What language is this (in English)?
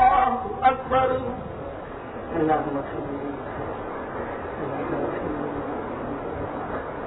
Urdu